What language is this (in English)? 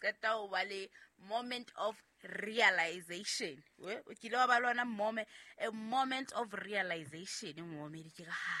Southern Sotho